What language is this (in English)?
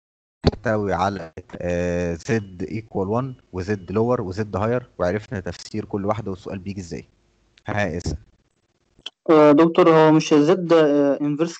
Egyptian Arabic